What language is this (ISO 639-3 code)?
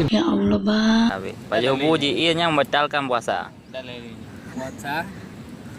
ace